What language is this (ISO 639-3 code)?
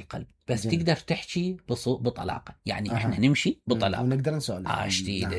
acm